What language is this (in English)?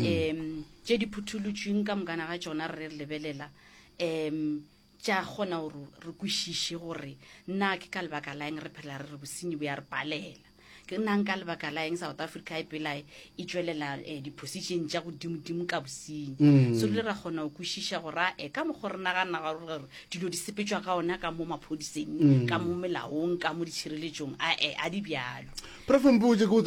Northern Sotho